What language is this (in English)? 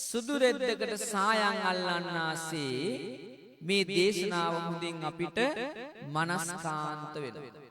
Sinhala